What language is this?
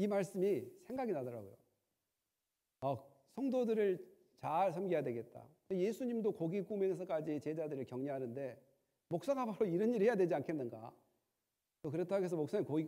Korean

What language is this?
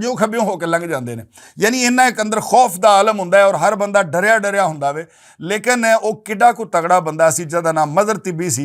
Western Panjabi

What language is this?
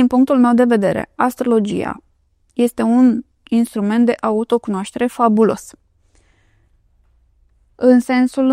Romanian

